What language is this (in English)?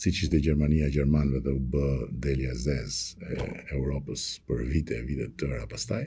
Albanian